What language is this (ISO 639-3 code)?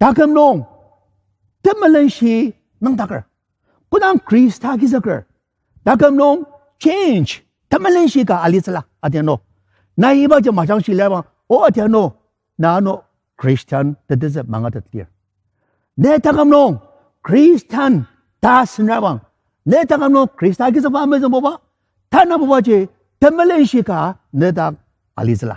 njo